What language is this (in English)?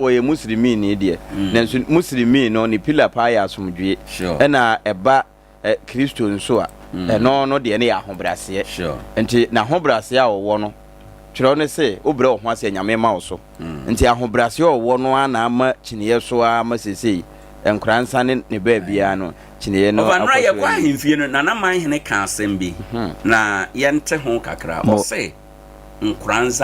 Akan